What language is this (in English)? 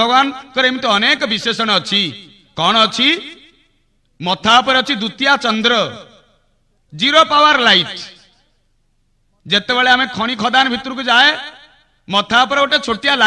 Odia